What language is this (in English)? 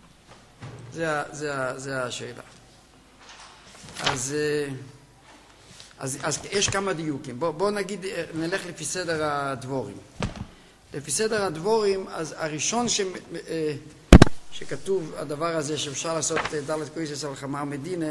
Hebrew